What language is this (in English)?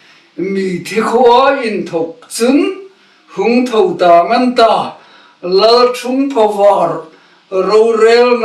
Hmar